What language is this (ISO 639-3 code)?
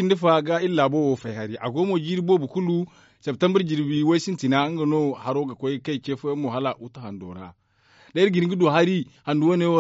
dje